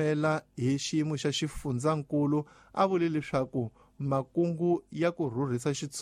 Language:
Tsonga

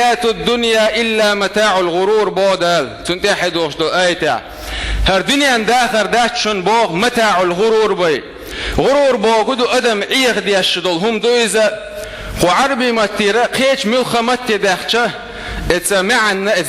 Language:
Chechen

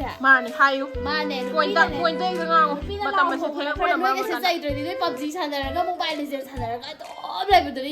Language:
Manipuri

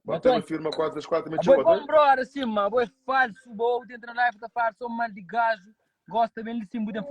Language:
Kabuverdianu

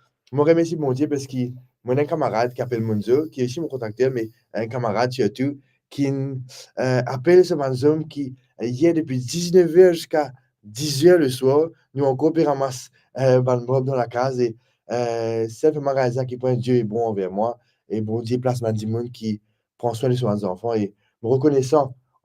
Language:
Morisyen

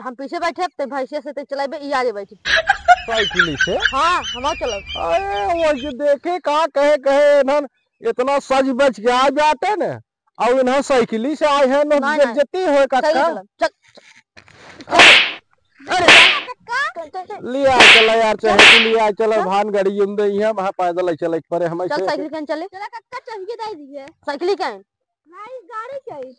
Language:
Awadhi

